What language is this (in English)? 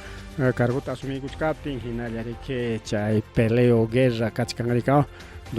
Ayacucho Quechua